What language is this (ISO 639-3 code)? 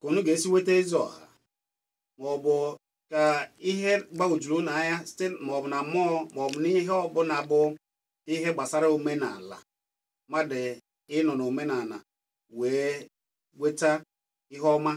ibo